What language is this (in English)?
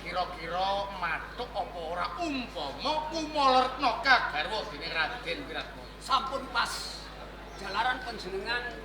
Javanese